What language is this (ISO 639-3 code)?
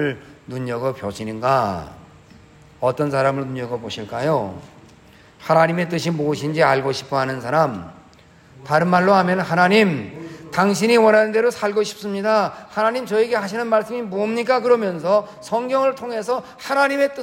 kor